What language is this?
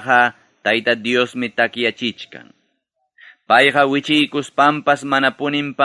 Ayacucho Quechua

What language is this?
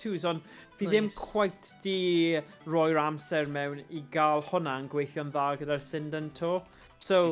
Welsh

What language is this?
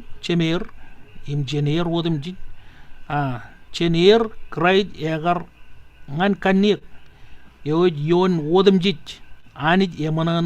Marshallese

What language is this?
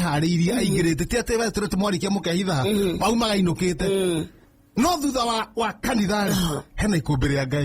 Kikuyu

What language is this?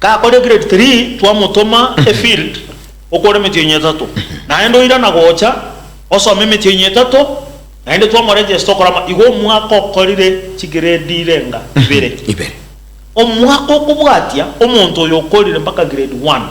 Gusii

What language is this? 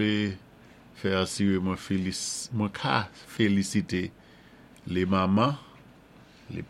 Saint Lucian Creole French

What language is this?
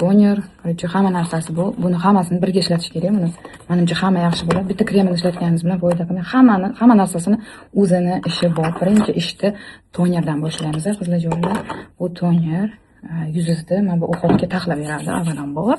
Uzbek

